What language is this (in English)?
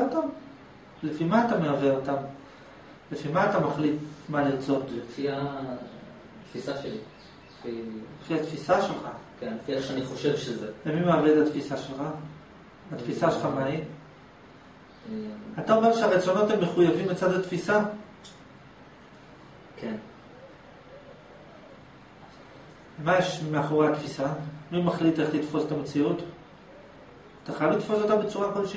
Hebrew